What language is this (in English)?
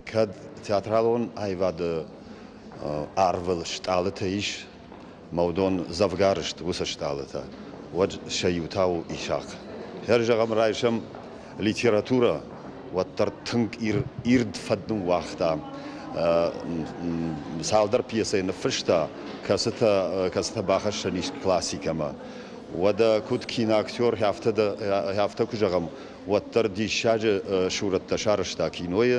Ossetic